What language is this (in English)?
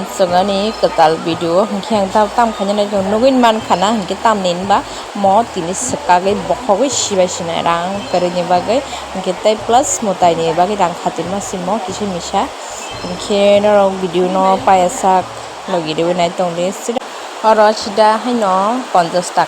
Kok Borok